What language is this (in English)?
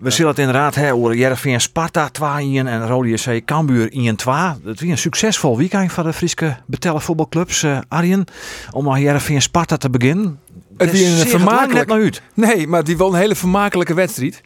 Western Frisian